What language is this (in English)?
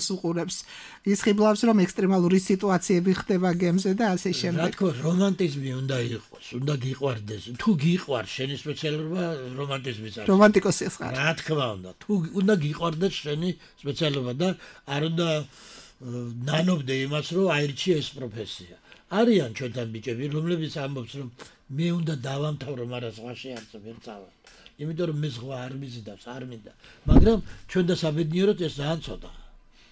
Georgian